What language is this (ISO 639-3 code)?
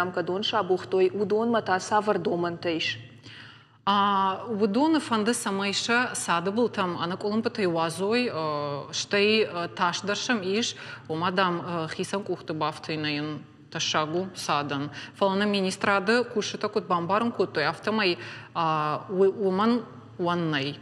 oss